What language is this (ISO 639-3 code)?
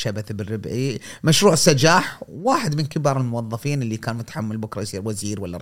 afb